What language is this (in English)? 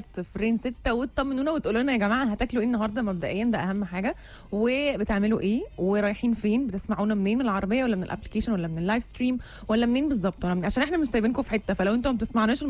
Egyptian Arabic